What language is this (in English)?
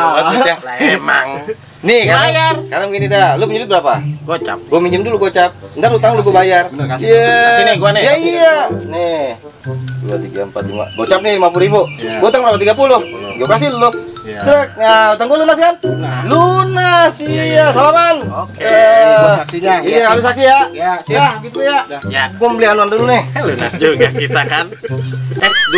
Betawi